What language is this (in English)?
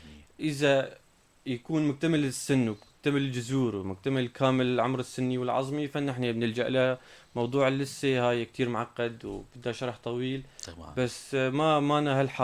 North Levantine Arabic